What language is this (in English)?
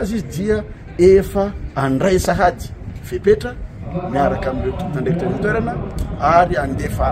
Malagasy